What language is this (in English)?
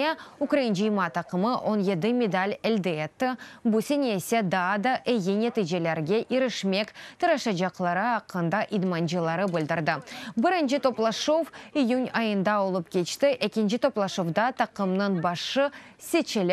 Crimean Tatar